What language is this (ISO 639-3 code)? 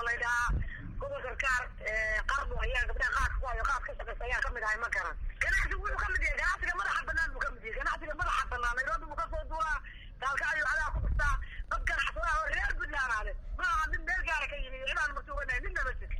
som